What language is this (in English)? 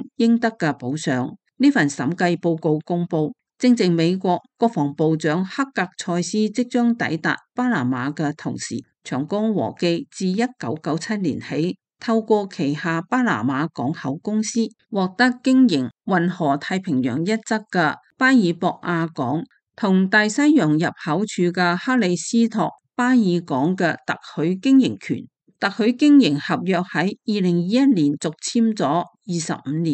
Cantonese